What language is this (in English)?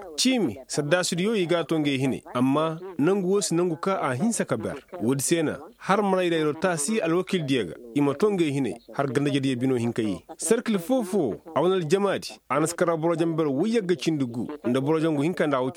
Koyraboro Senni